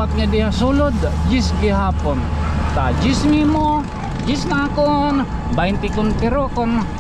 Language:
Waray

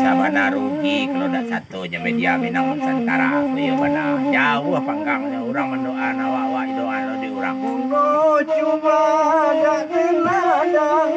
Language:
Minangkabau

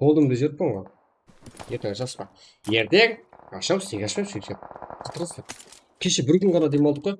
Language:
Kara-Kalpak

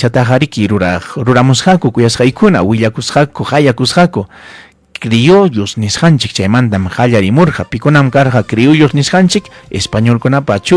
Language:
Ayacucho Quechua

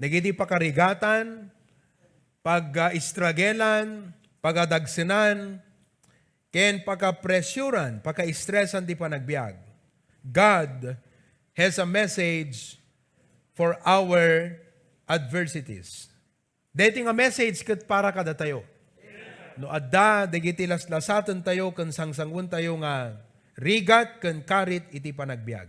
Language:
Iloko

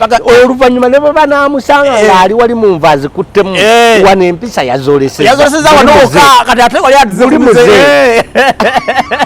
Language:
Ganda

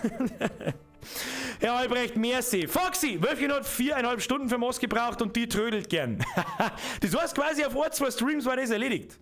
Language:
Bavarian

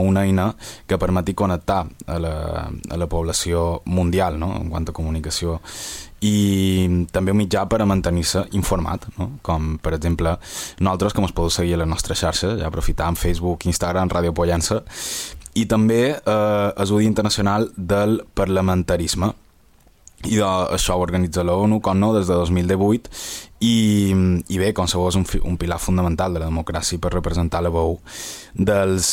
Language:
Catalan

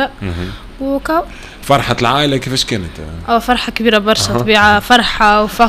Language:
Tunisian Arabic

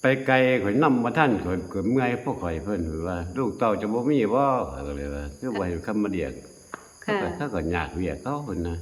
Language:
Northeastern Thai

